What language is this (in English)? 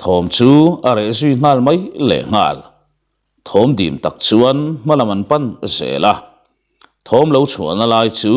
Mizo